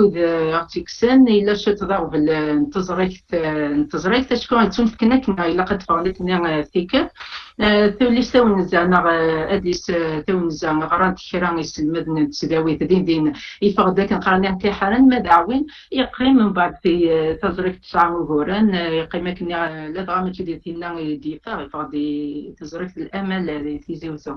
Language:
Kabyle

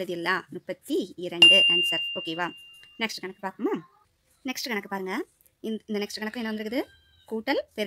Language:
Tamil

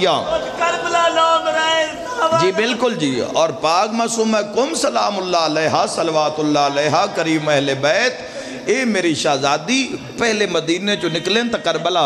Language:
Urdu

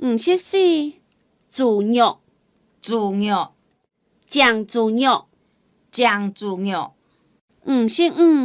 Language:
Hakka Chinese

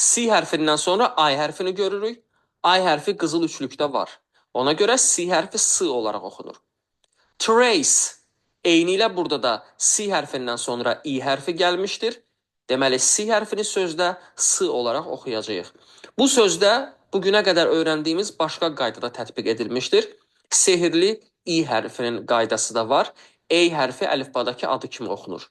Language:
Azerbaijani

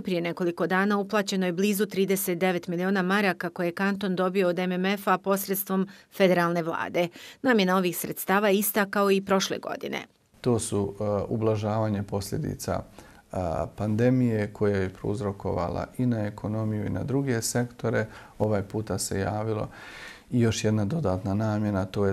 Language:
Bosnian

